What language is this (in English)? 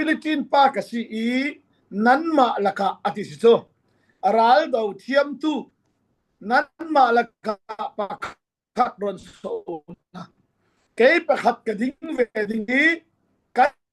Falam Chin